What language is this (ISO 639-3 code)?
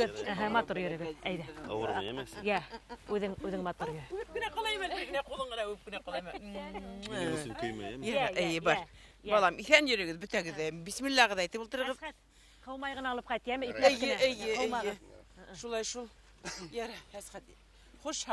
bak